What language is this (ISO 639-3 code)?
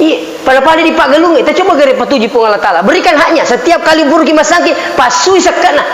bug